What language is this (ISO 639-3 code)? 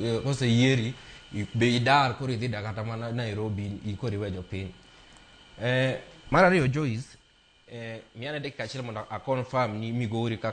luo